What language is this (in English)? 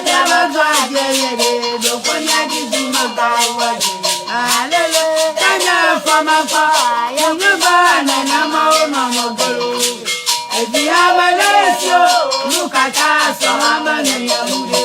Ewe